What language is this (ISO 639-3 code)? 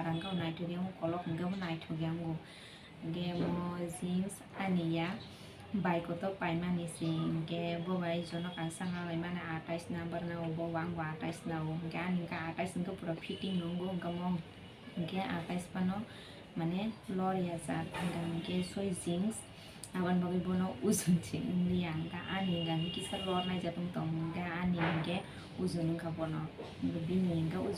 trp